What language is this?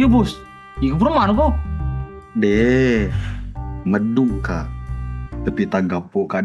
Buginese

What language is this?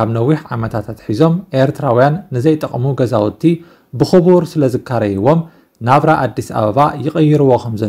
Tigrinya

